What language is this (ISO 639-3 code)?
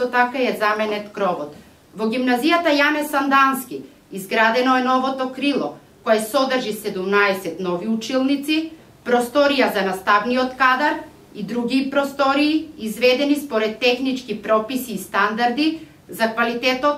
mkd